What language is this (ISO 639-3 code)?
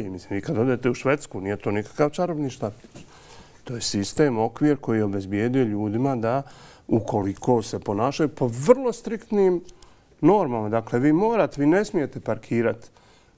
bos